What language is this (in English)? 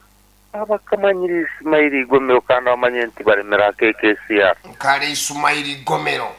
Nyankole